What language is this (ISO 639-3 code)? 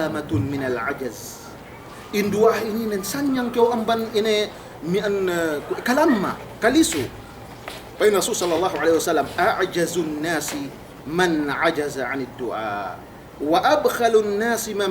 yka